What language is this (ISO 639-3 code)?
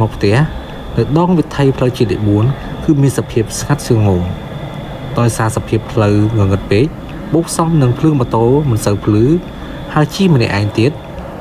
khm